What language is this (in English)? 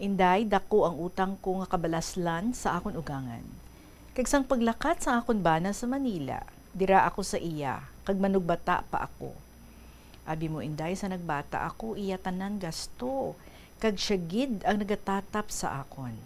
Hiligaynon